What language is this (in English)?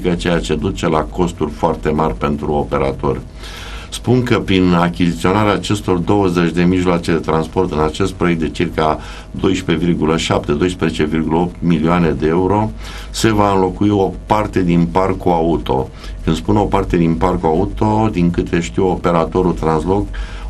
Romanian